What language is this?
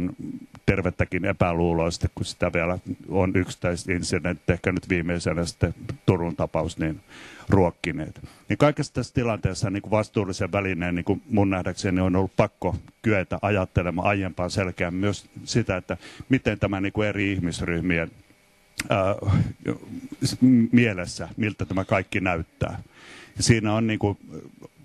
Finnish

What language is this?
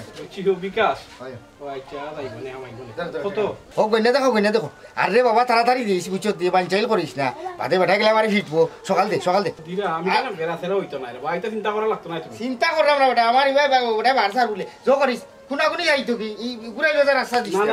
Sylheti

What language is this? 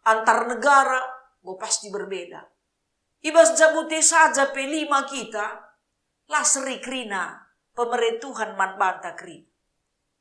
Batak Karo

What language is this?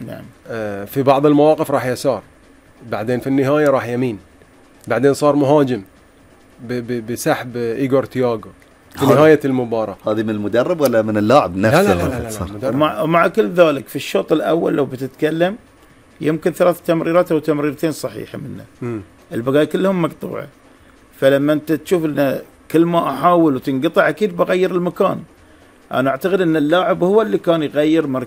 Gulf Arabic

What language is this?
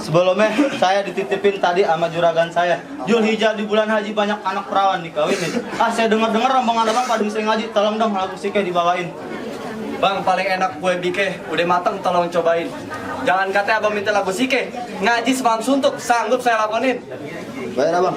Betawi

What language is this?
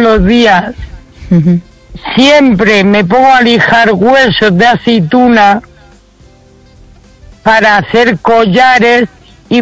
Spanish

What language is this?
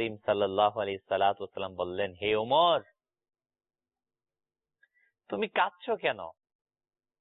Bangla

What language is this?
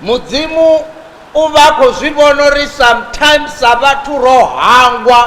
Venda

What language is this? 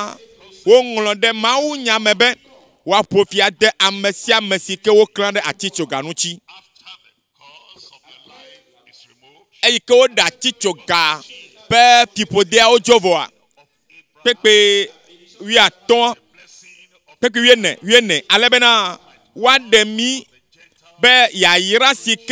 Ewe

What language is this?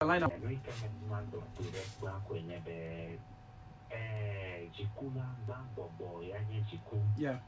Ewe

